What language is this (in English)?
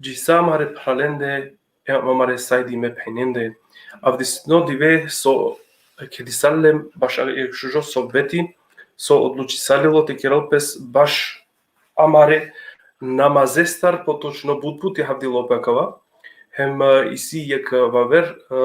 Balkan Romani